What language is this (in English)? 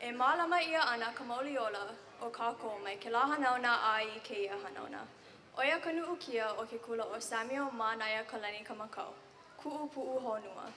Hawaiian